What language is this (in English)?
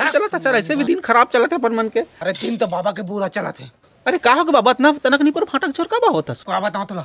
Chhattisgarhi